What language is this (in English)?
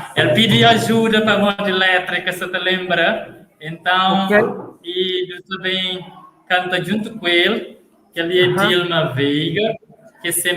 Kabuverdianu